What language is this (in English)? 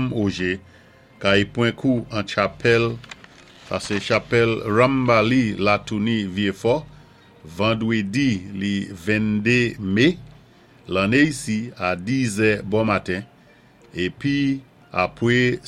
Saint Lucian Creole French